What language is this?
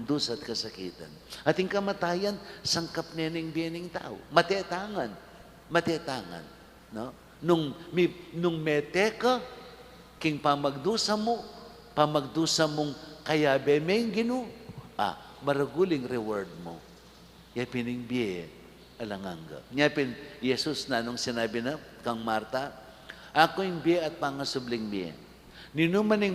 Pampanga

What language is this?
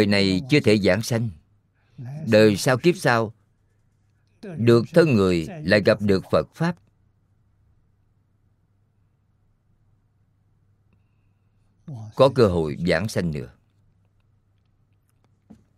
Vietnamese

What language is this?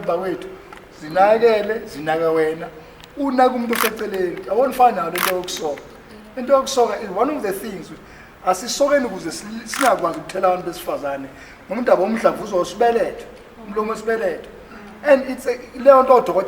Zulu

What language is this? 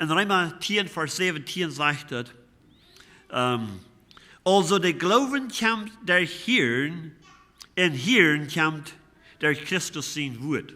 Plautdietsch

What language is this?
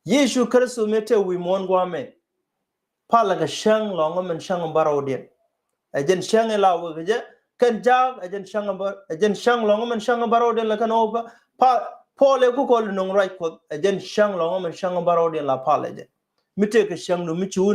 Nuer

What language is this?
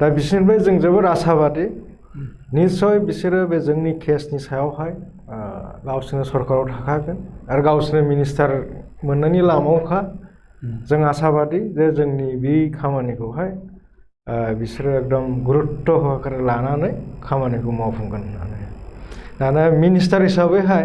Bodo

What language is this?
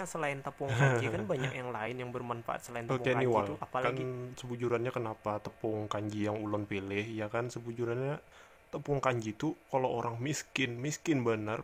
Banjar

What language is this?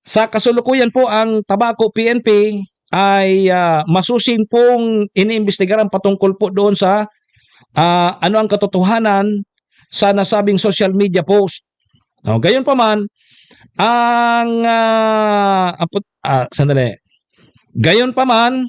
Bikol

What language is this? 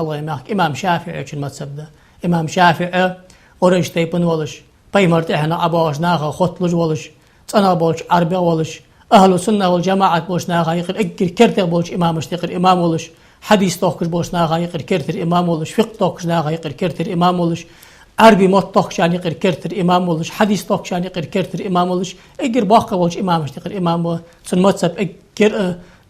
Ingush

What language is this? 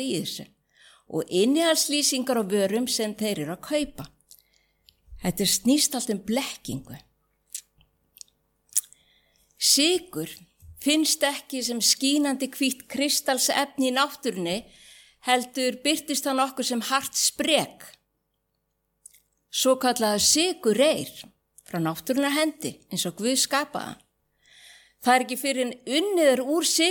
Icelandic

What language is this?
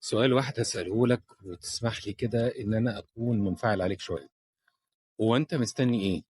Egyptian Arabic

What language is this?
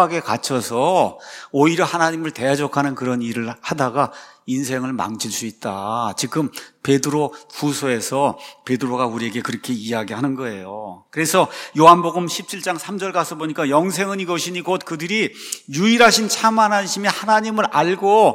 Korean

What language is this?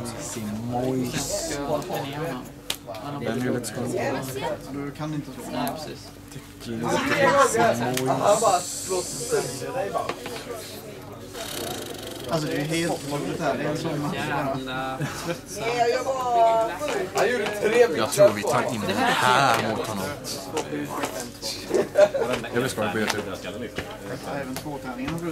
Swedish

